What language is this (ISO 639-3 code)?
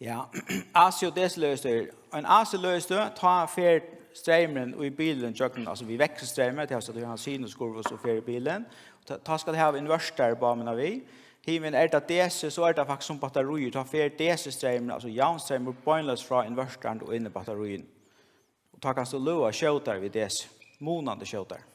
fao